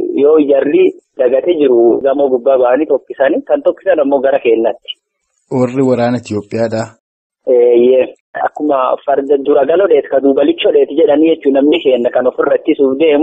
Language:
Oromo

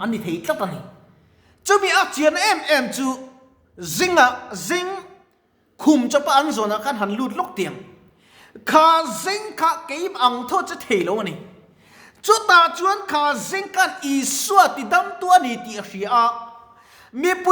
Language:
Mizo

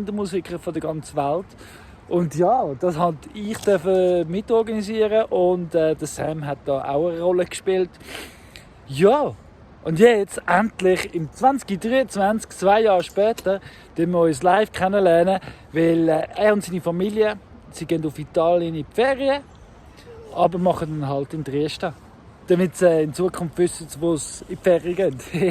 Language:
Swiss German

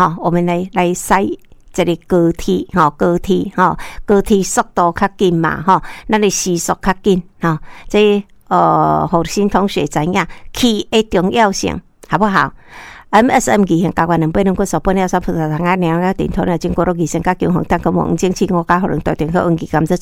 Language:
Min Nan Chinese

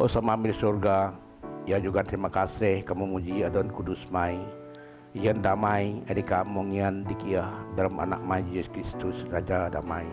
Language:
Biatah Bidayuh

